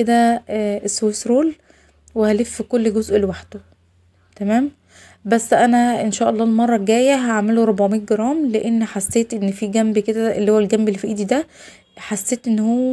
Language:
Egyptian Arabic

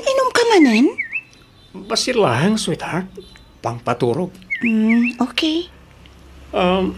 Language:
Iloko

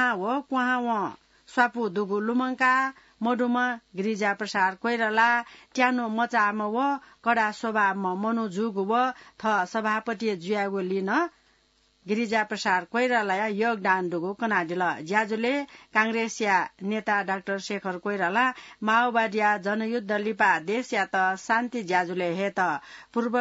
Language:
Newari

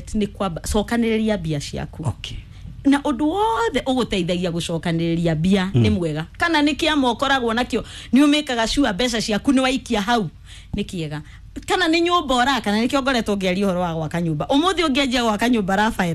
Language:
Kikuyu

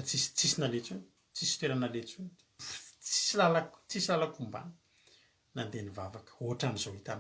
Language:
Malagasy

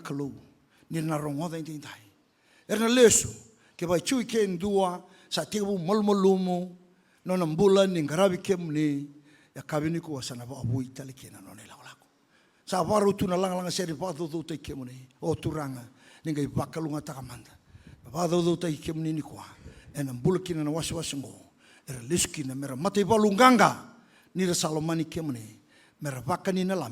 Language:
Fijian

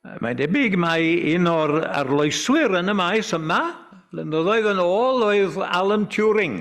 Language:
Welsh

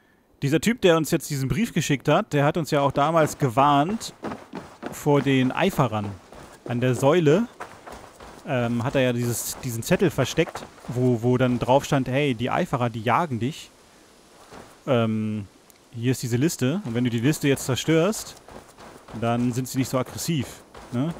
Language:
German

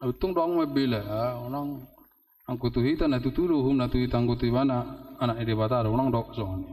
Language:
Batak Toba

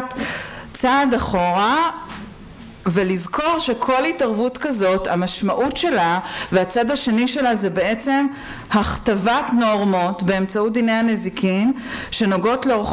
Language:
Hebrew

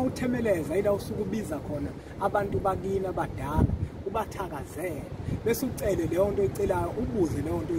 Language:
Zulu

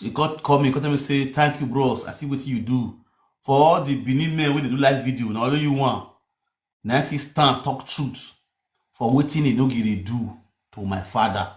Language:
Nigerian Pidgin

